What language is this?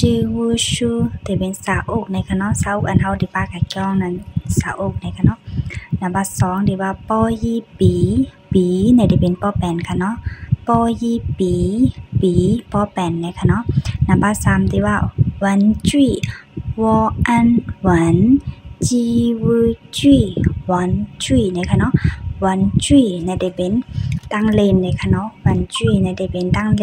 Shan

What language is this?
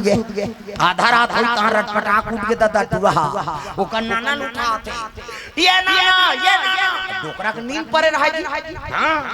Chhattisgarhi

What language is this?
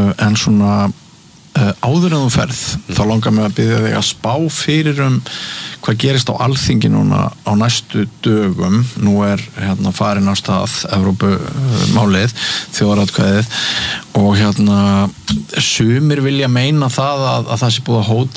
Icelandic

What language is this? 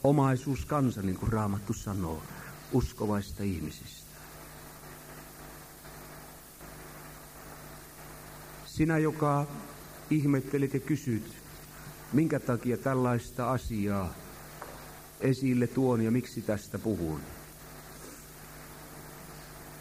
Finnish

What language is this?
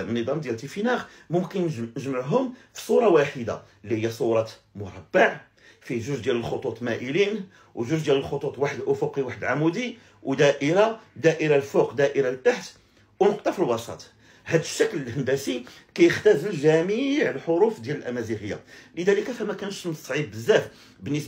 Moroccan Arabic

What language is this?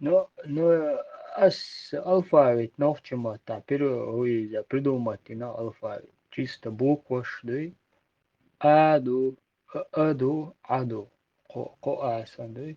Chechen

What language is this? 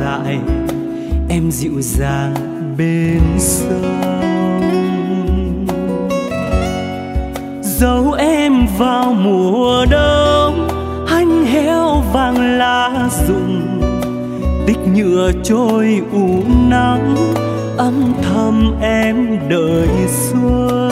Vietnamese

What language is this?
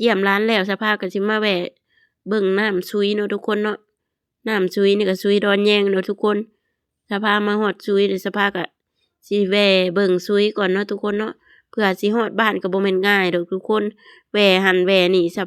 Lao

